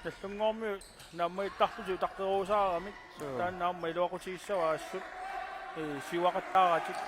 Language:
Kalaallisut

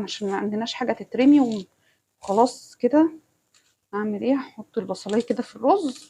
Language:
Egyptian Arabic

